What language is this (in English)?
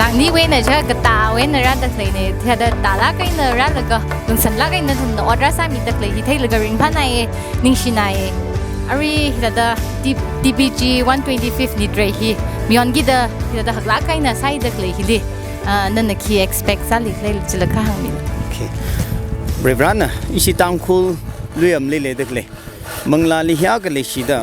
Tangkhul Naga (India)